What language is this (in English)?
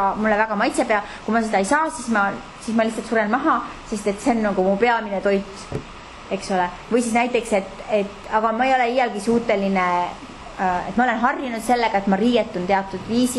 Estonian